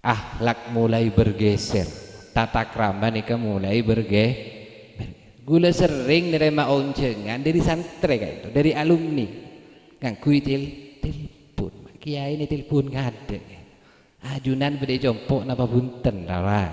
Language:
Madurese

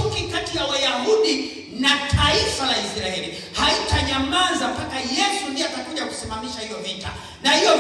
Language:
Swahili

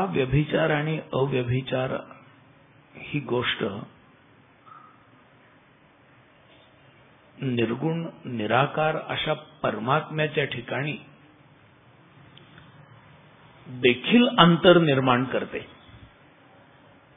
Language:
Marathi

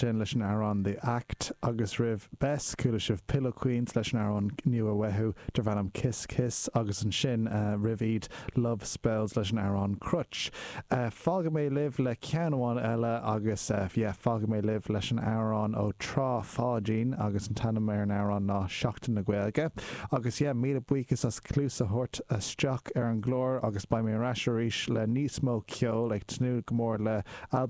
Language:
Irish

